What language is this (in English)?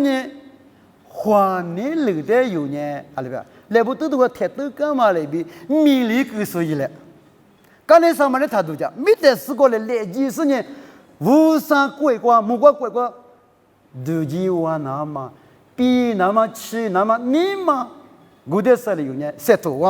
Lisu